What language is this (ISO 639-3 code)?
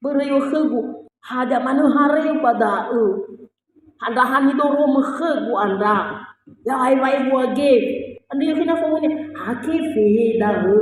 nia